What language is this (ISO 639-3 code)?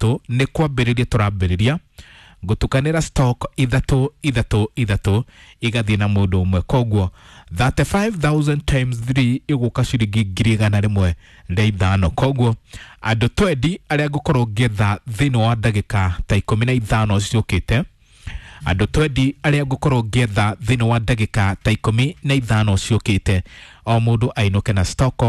kik